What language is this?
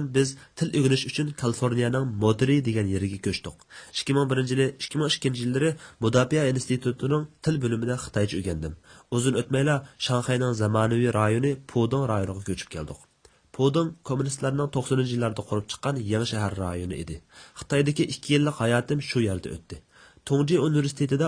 Uyghur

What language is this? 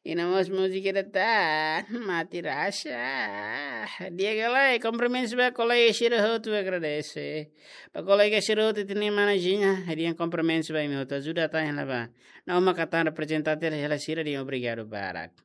Tetum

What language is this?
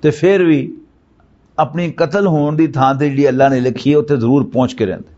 Western Panjabi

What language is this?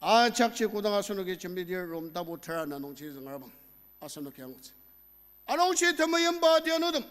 Ao Naga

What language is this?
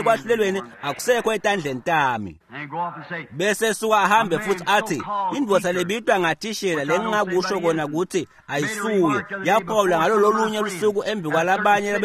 Swati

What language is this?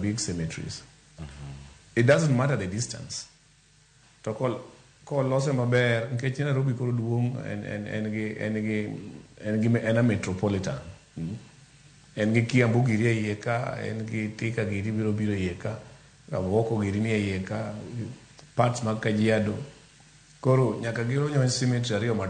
Luo (Kenya and Tanzania)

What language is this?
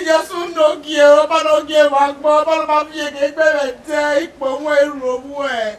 Bini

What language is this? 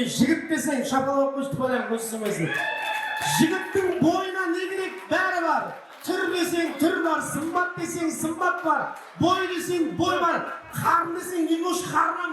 Kara-Kalpak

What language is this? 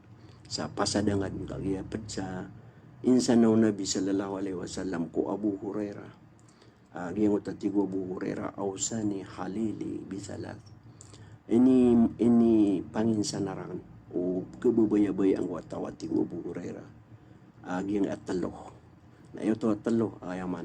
Maranao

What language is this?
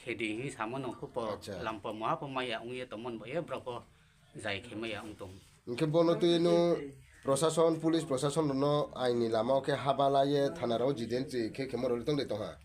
Riang (India)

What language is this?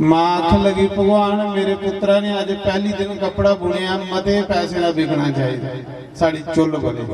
Dogri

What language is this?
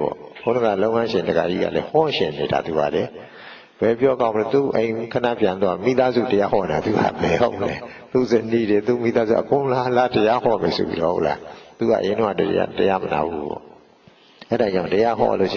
Burmese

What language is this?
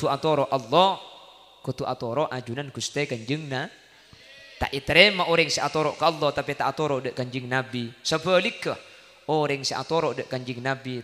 Madurese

